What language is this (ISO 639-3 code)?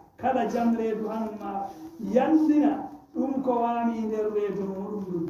ful